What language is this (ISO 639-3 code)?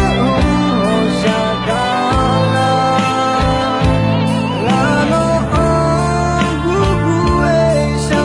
ahk